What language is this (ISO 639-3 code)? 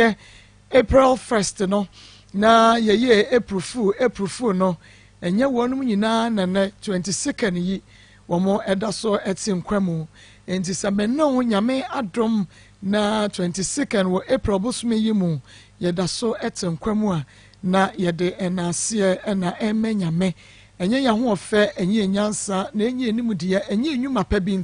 aka